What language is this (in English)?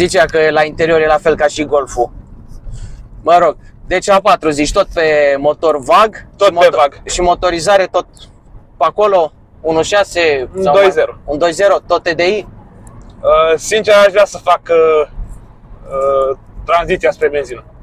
Romanian